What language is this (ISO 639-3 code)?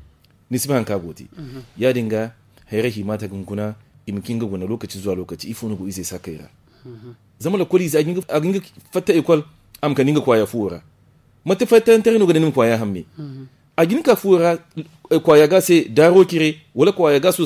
dje